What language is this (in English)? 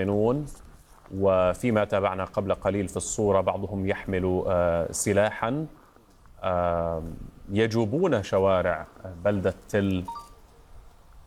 Arabic